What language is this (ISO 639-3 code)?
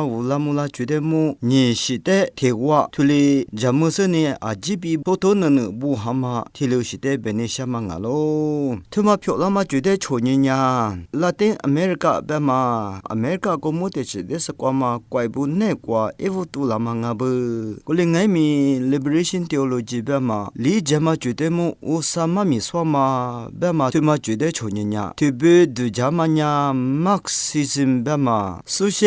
lis